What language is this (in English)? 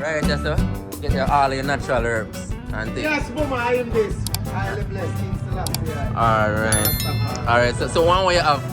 Jamaican Creole English